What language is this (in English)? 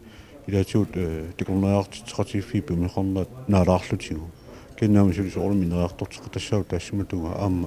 Kalaallisut